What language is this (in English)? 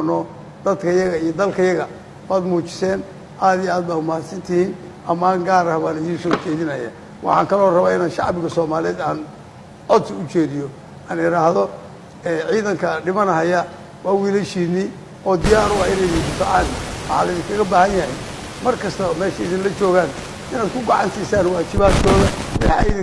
Somali